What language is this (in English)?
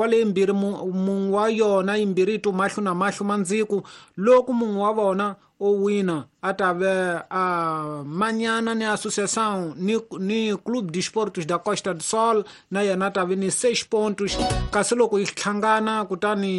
Tsonga